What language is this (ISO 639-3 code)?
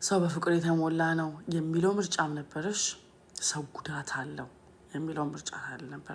amh